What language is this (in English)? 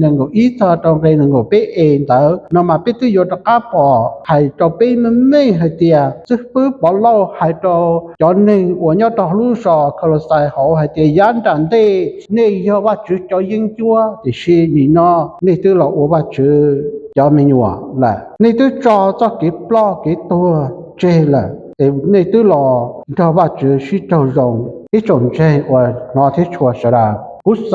Hmong